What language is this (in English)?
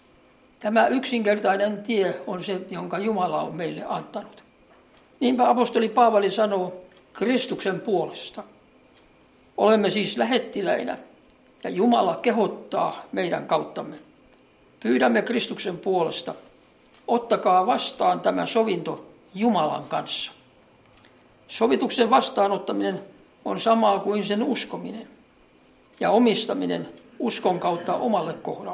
Finnish